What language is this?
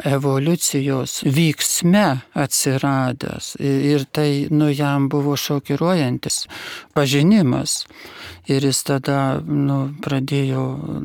Lithuanian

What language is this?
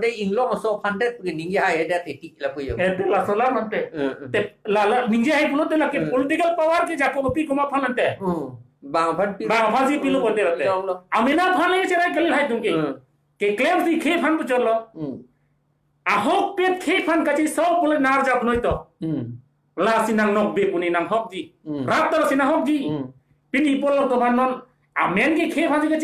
Karbi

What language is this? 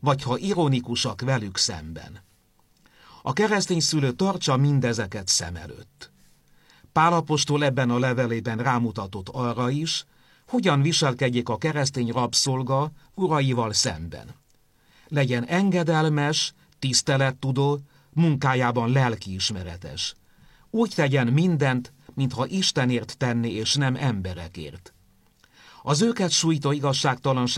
Hungarian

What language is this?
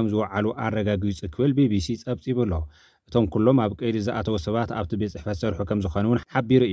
Tigrinya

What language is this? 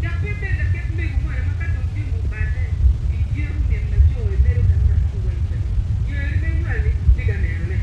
Acoli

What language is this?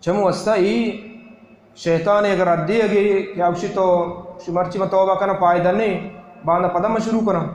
Baluchi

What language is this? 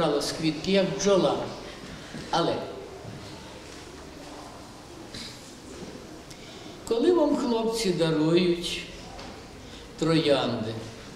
Ukrainian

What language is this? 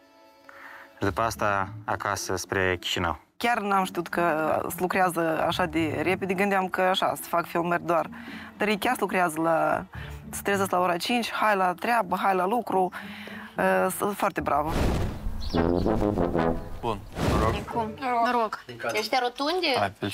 Romanian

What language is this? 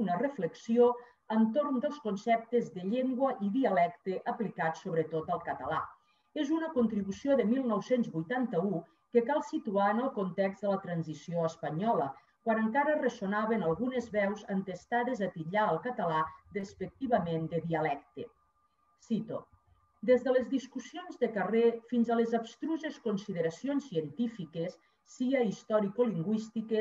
Catalan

